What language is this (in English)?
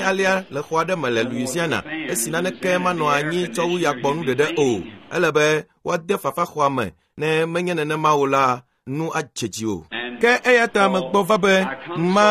Ewe